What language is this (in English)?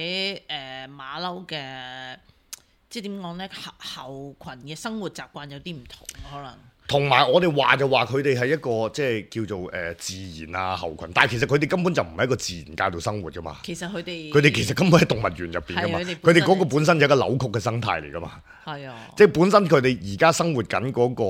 Cantonese